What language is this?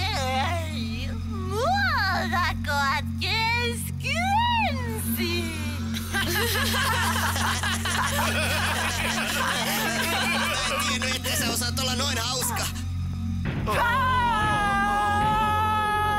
Finnish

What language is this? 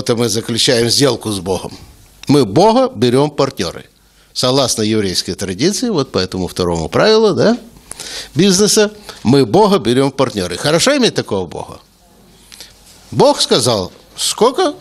Russian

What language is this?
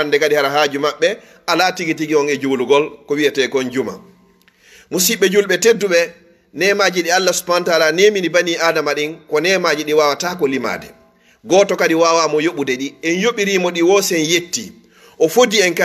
Fula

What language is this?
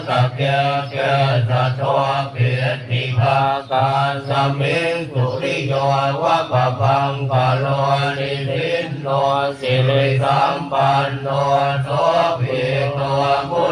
Pali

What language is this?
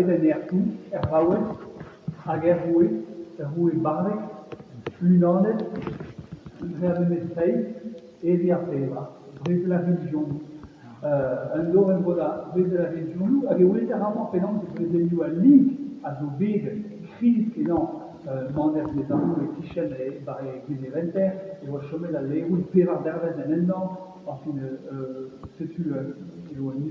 Breton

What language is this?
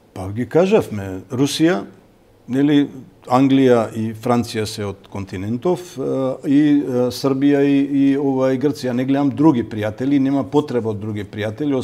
Macedonian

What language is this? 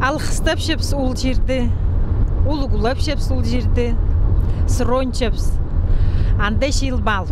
Khakas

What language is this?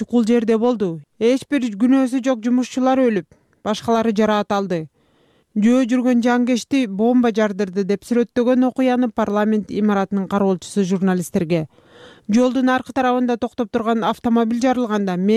Kyrgyz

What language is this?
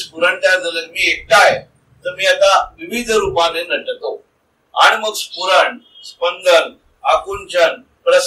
Marathi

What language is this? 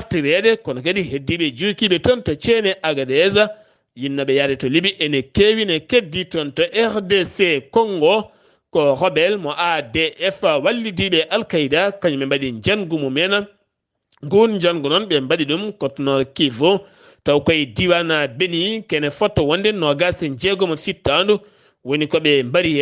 Fula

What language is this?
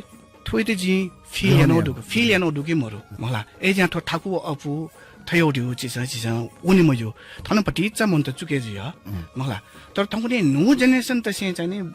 Newari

